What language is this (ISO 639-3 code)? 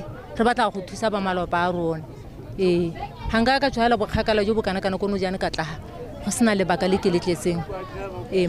tsn